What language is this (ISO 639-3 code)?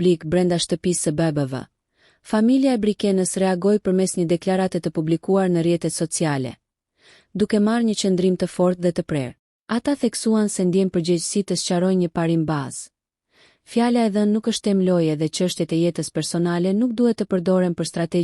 sqi